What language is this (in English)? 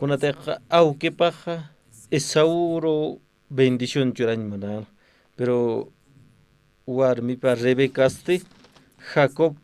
Aymara